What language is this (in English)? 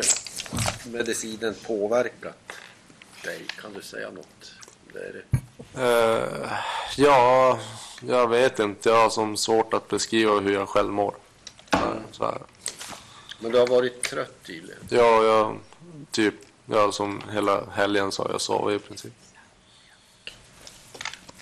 Swedish